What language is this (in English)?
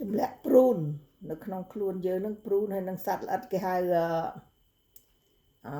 Khmer